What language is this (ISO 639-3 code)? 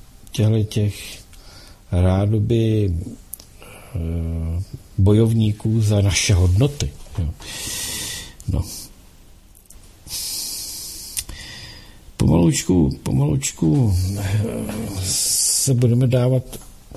ces